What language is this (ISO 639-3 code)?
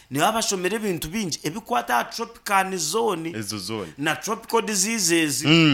nyn